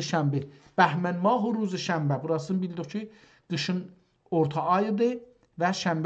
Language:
South Azerbaijani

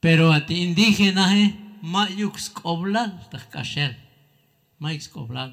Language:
Tzeltal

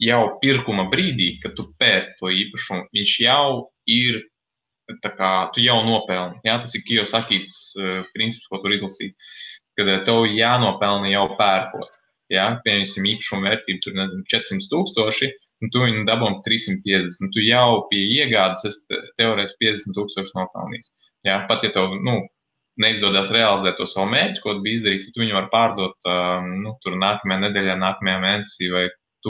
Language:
Latvian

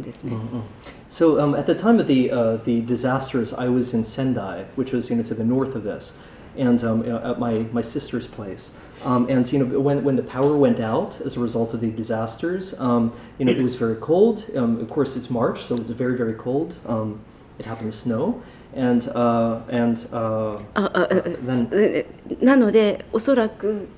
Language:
English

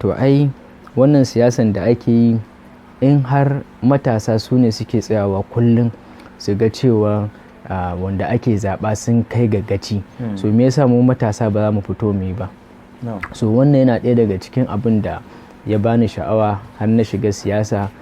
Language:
Hausa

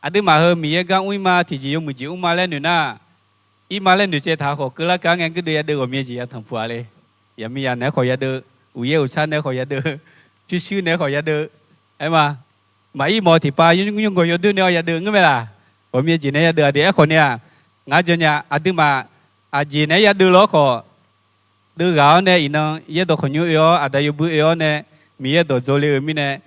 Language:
Akha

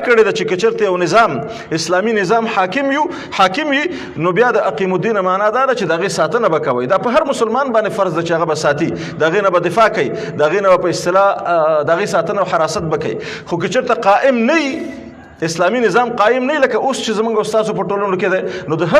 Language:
Pashto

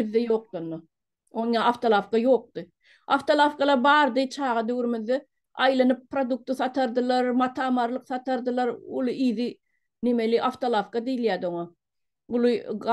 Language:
Turkmen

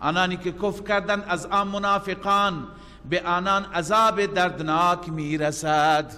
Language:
Persian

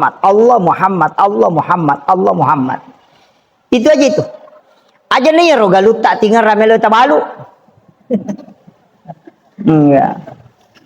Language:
Buginese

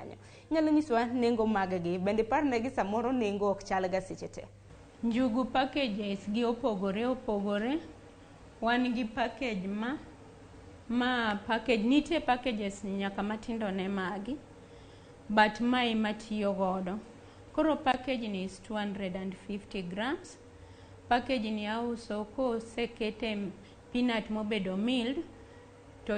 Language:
Luo (Kenya and Tanzania)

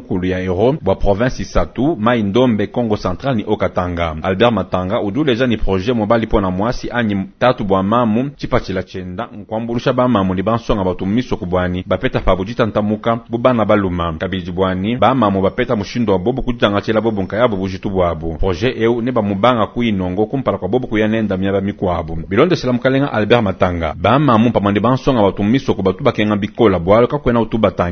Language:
Luba-Lulua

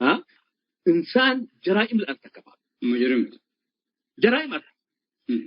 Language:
Tigre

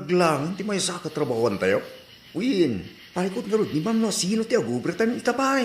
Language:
Iloko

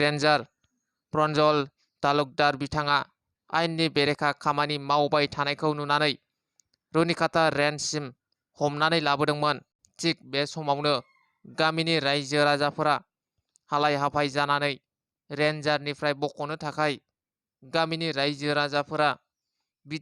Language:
Bodo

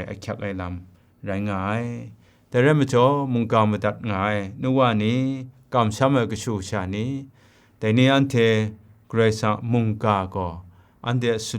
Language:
Kachin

